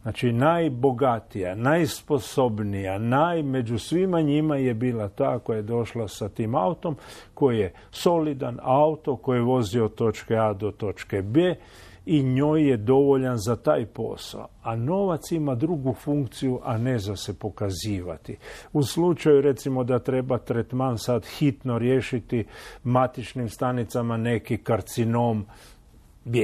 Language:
Croatian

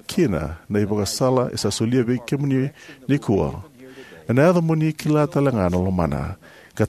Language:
Fijian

